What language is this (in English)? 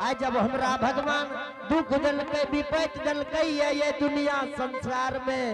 Angika